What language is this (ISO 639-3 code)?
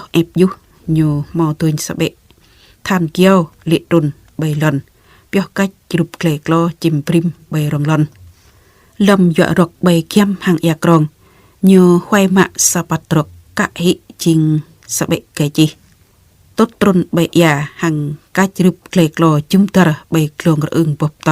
jra